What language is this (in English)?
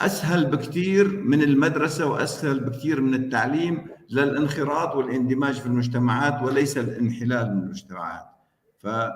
North Levantine Arabic